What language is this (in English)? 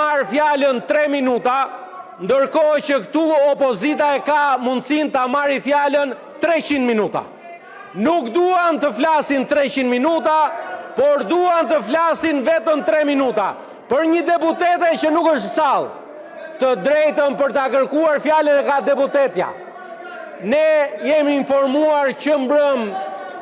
Albanian